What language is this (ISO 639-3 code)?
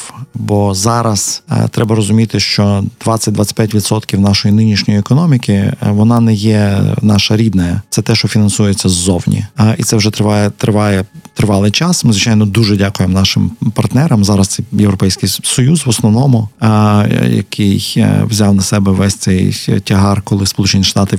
ukr